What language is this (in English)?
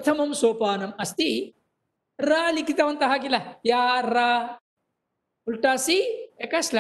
Sanskrit